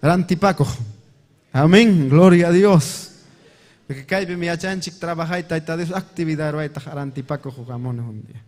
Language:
Ayacucho Quechua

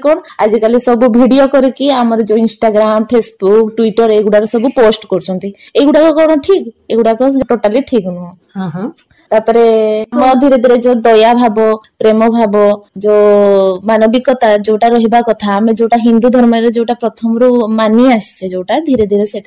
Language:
Odia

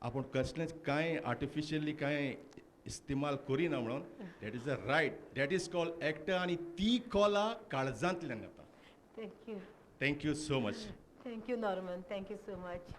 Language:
Konkani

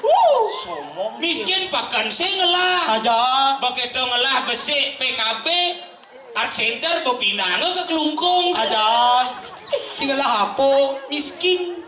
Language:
Balinese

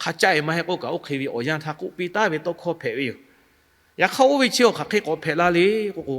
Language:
Lahu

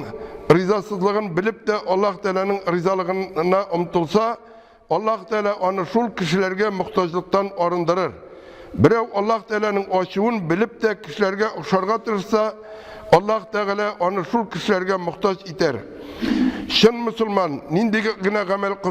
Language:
Tatar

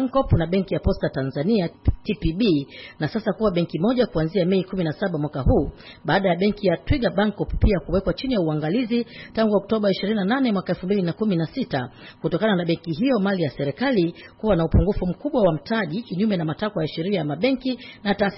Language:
Swahili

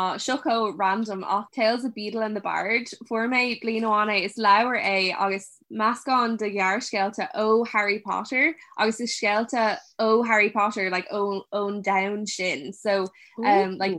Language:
Irish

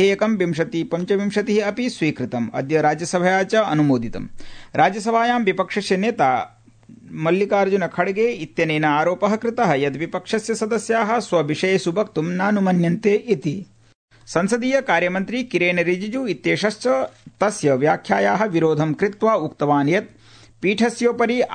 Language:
Sanskrit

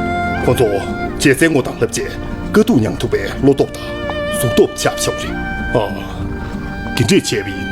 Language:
Tibetan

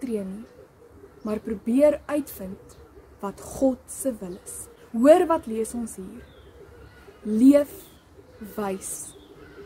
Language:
Afrikaans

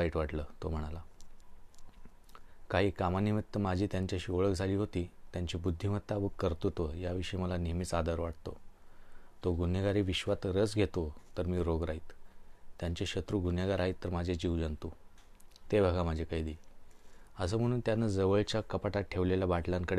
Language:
Marathi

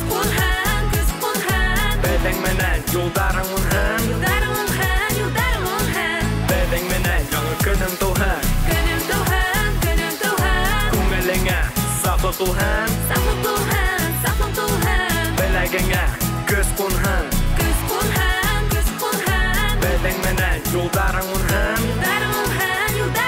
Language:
Bashkir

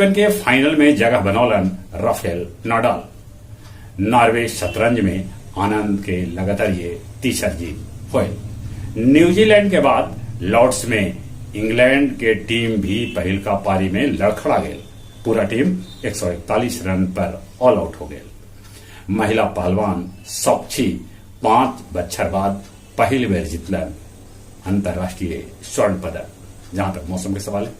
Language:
Magahi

